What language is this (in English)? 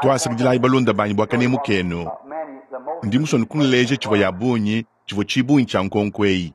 Luba-Lulua